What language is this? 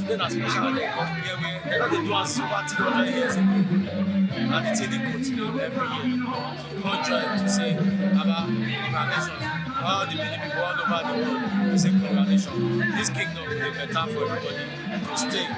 Nigerian Pidgin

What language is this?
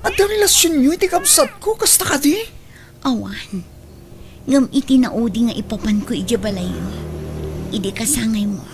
Iloko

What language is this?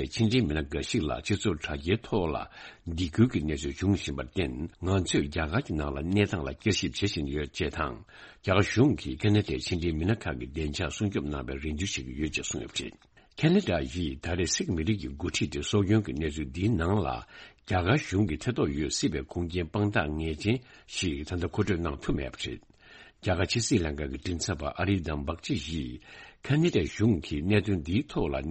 Tibetan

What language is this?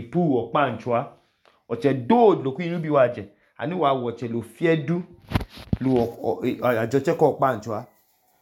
Idoma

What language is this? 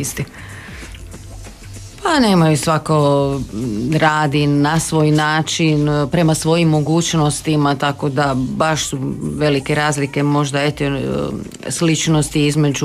Croatian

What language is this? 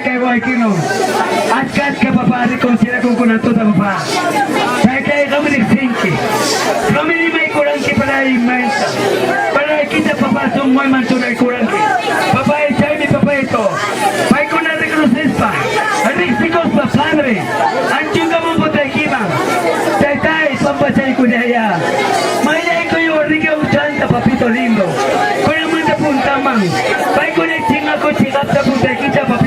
Ayacucho Quechua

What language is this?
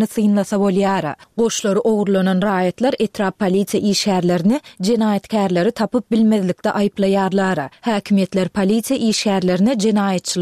Turkmen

